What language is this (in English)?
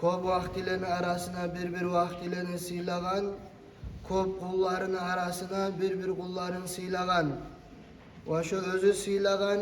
Kumyk